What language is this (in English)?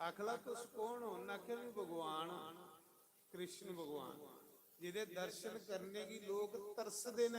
Dogri